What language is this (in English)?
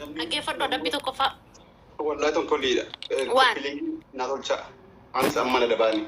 Oromo